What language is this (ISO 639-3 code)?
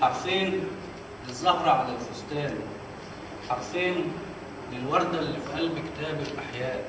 arz